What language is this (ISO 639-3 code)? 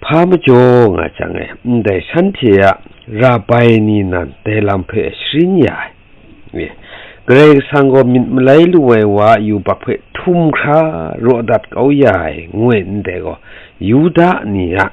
kac